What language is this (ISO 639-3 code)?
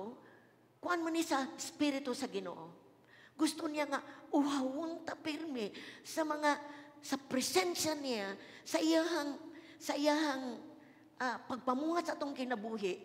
ceb